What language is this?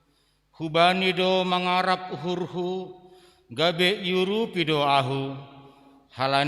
Batak Simalungun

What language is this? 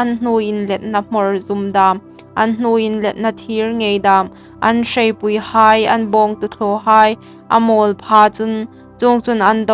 Hmar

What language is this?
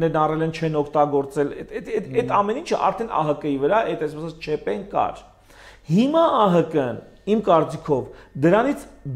Armenian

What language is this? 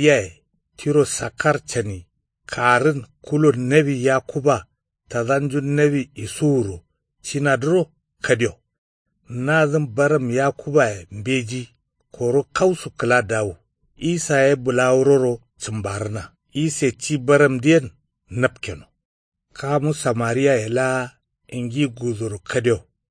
Kanuri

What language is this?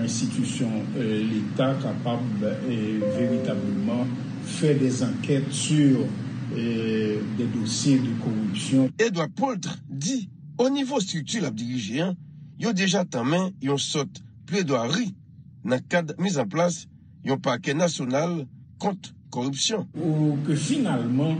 Haitian Creole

